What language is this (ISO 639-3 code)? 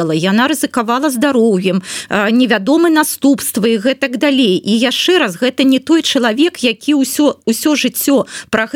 bel